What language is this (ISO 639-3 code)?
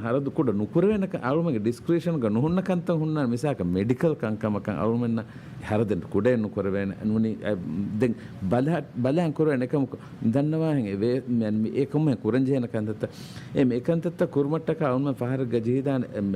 div